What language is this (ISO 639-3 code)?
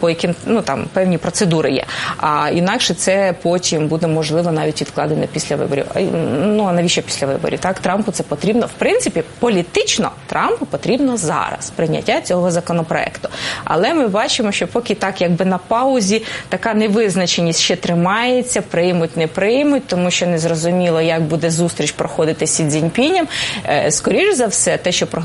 ukr